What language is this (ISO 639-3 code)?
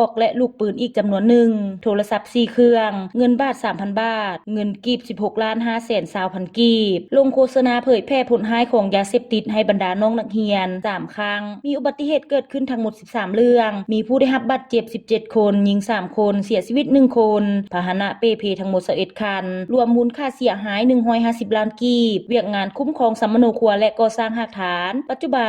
lao